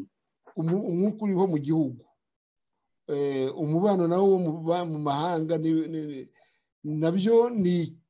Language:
Kinyarwanda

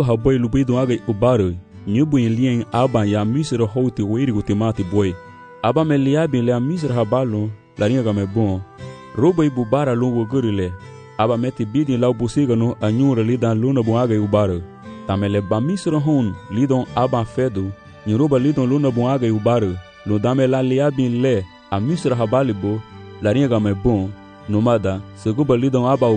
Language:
Garifuna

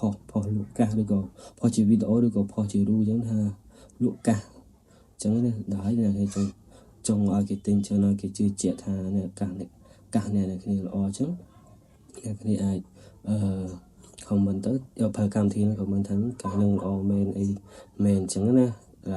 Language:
Khmer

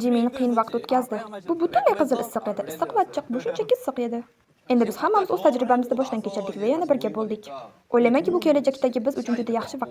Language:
Uzbek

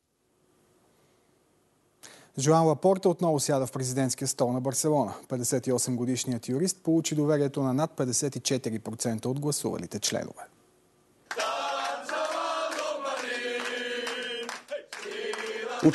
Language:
Bulgarian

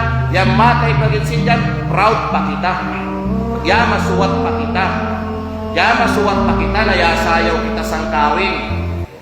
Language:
Kalagan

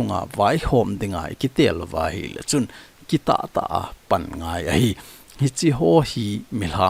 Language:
Thado Chin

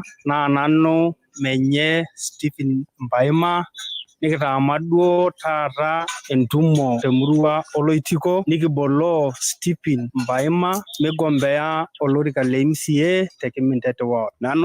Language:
Masai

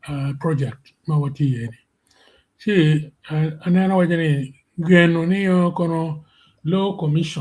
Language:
Acoli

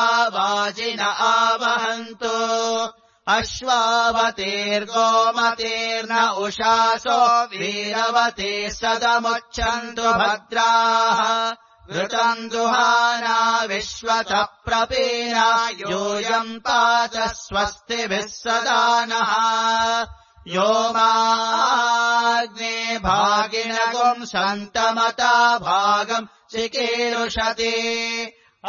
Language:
Sanskrit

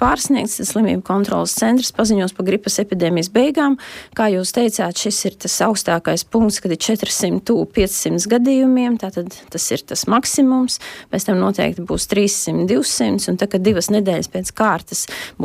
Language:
Latvian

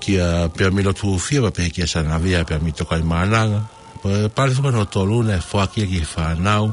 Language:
Tongan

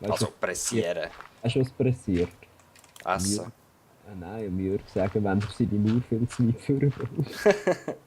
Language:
Swiss German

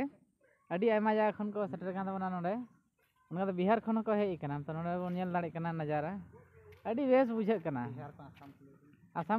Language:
Santali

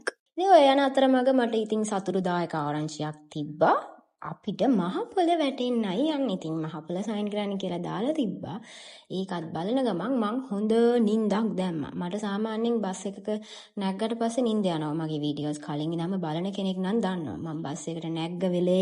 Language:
Sinhala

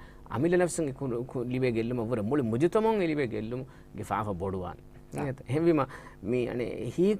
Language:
Divehi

